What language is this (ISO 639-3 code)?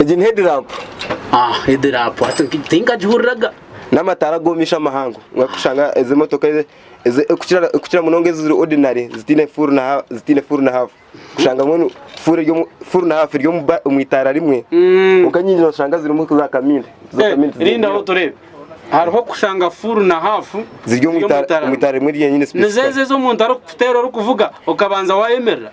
nyn